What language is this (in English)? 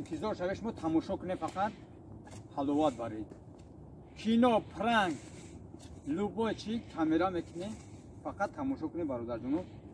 Tajik